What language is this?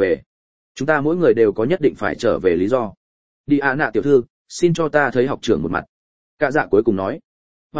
Vietnamese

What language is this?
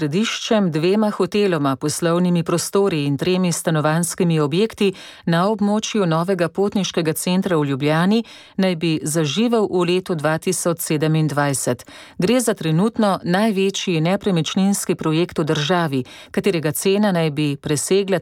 Slovenian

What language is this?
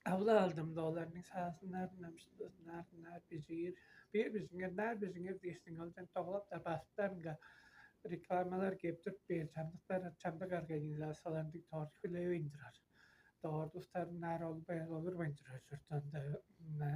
Tuvinian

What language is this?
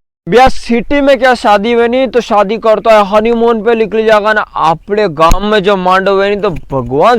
Rajasthani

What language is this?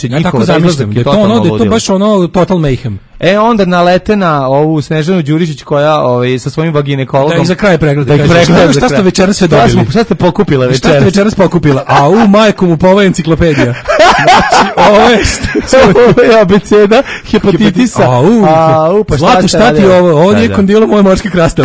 Serbian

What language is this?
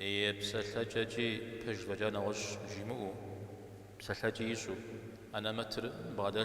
Kabardian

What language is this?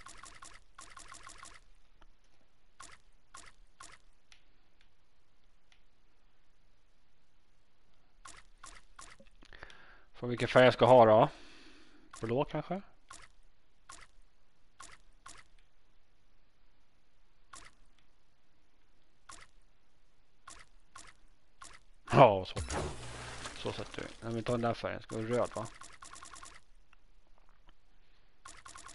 Swedish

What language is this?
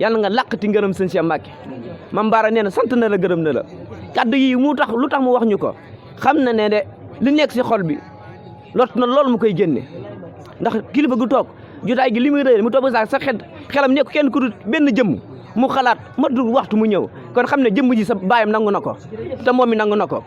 Wolof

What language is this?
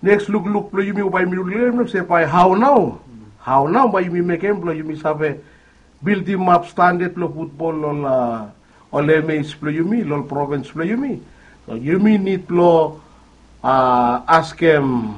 Bislama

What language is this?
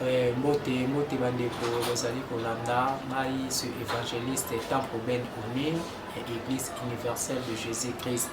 Lingala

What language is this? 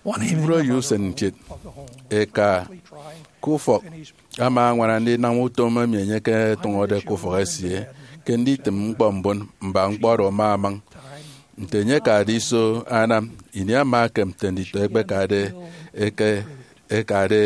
Efik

